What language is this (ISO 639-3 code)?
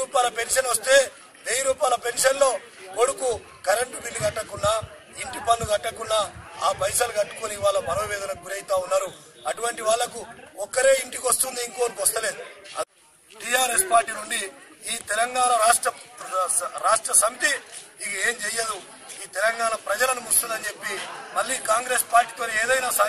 tel